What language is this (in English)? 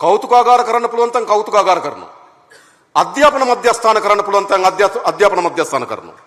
Sinhala